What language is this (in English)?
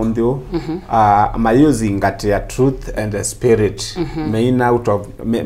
Kamba